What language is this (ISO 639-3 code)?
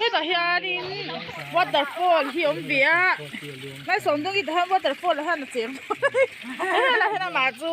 lus